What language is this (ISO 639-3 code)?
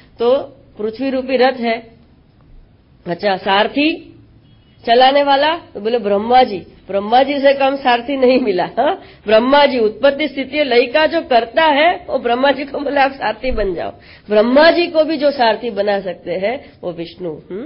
hin